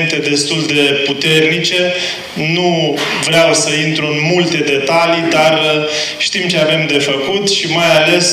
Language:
Romanian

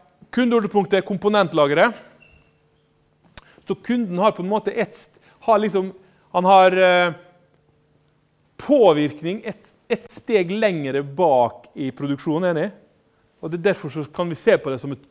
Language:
Norwegian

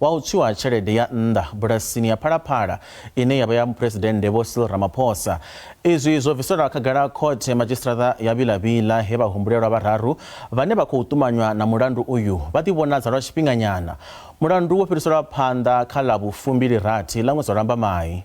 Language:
Venda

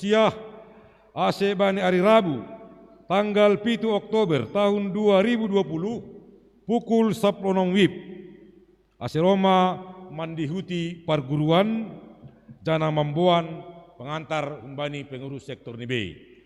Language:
Batak Simalungun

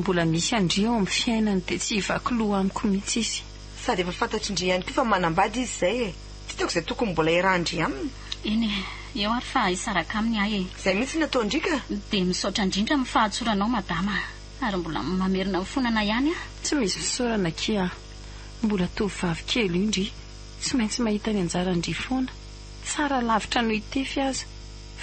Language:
Malagasy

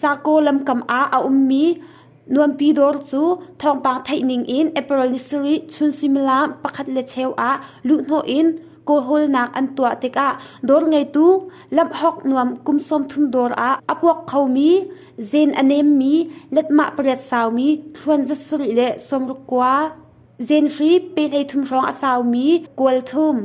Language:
Hakha Chin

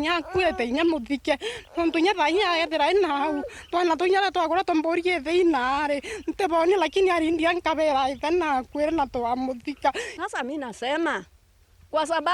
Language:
Meru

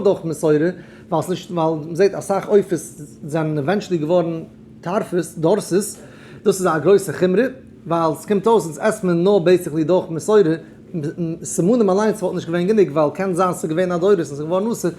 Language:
Yiddish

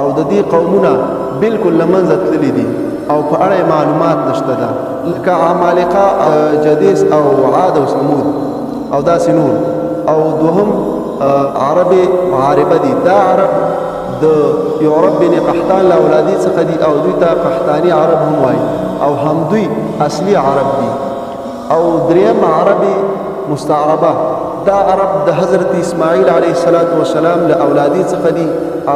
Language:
Pashto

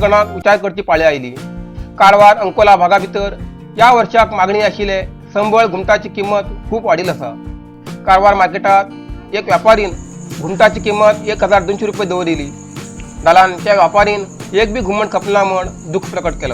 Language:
Konkani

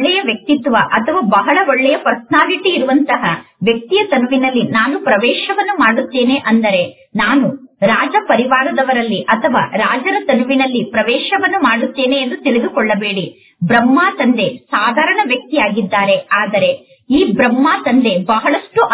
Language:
Kannada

